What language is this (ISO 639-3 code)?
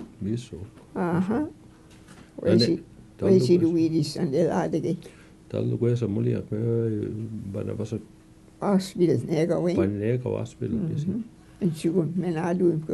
mic